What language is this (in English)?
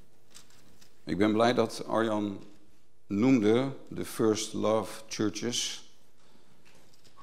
Dutch